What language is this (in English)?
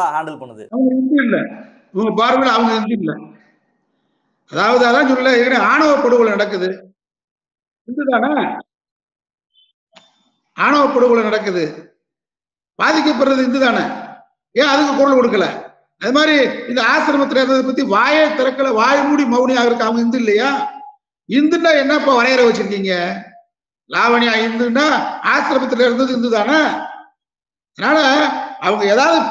Tamil